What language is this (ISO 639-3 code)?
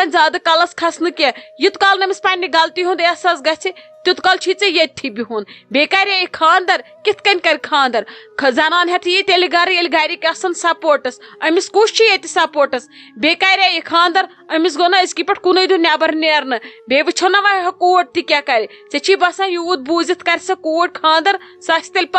kas